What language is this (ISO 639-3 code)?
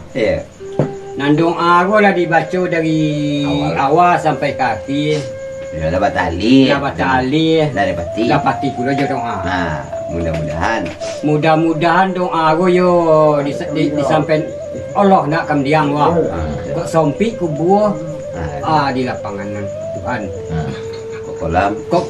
min